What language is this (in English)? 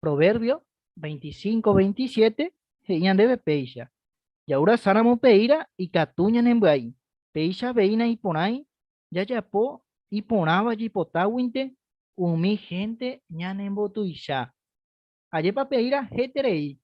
Guarani